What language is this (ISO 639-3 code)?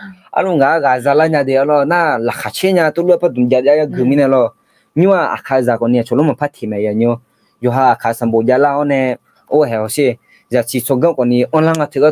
ahk